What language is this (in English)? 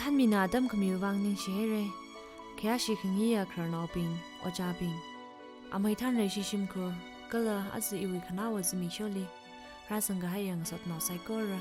Tangkhul Naga (India)